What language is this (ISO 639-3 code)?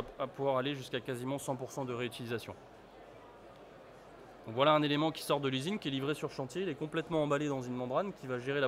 fra